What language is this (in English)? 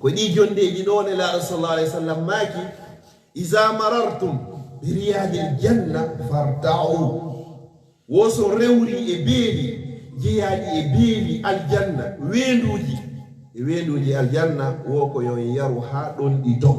Fula